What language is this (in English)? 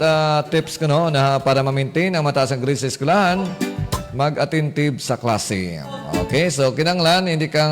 Hiligaynon